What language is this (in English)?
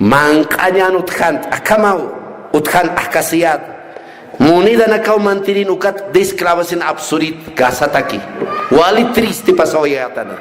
Aymara